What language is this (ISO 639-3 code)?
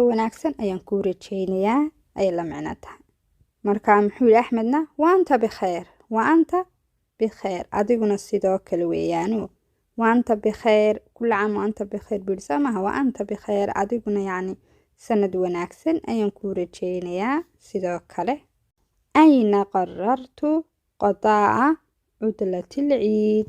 som